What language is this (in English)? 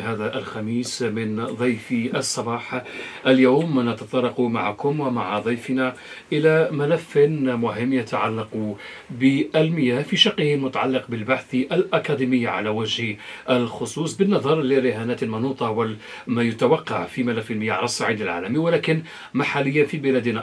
Arabic